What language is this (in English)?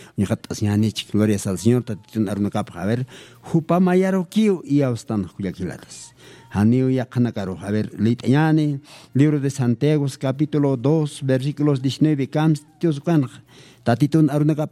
Aymara